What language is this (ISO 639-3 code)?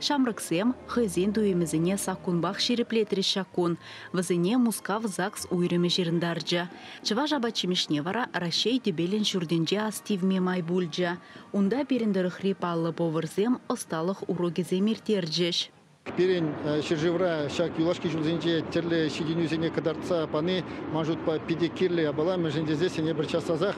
chv